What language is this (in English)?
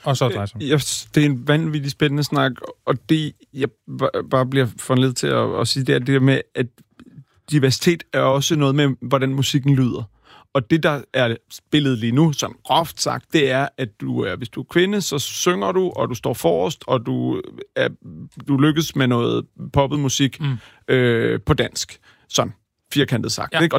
Danish